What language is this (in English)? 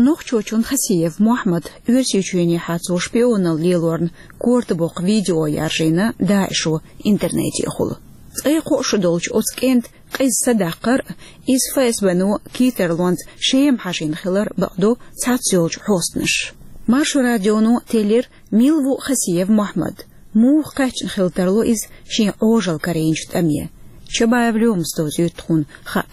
Chechen